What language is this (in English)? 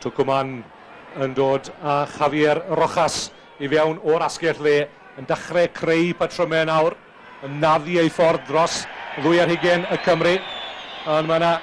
Welsh